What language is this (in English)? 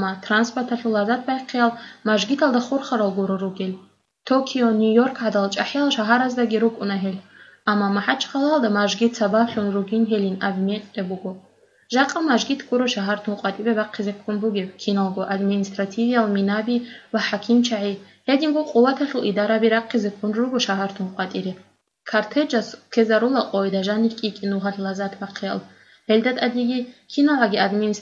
Avaric